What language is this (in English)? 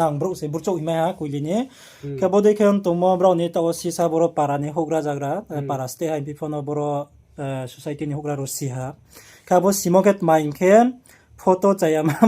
Riang (India)